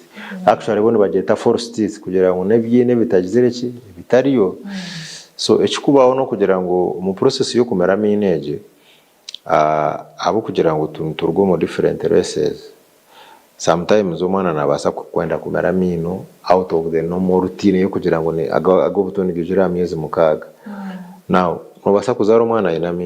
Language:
Nyankole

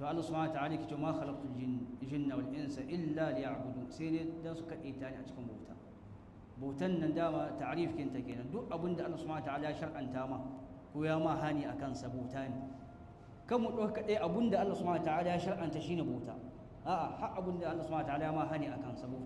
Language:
Hausa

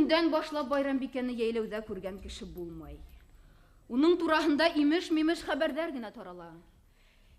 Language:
Bashkir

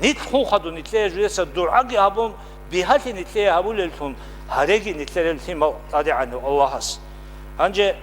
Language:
Avaric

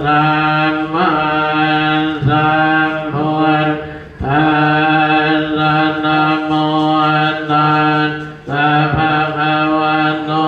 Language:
Pali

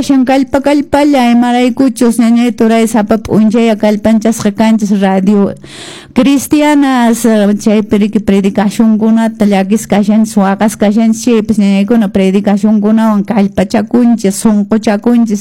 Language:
Quechua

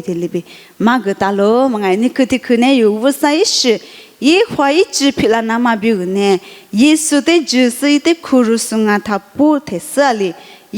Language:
Lisu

